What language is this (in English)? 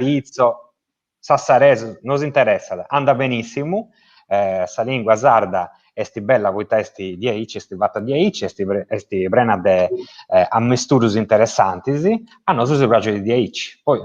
Sardinian